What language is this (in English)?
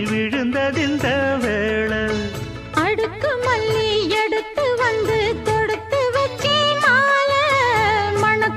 Tamil